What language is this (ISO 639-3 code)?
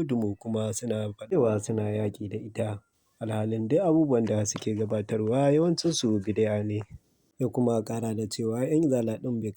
hau